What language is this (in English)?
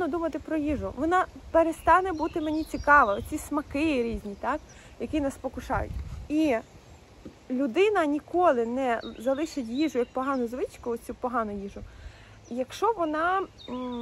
Ukrainian